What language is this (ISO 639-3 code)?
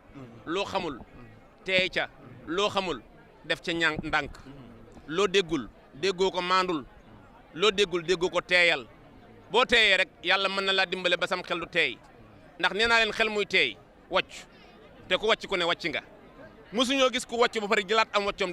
wol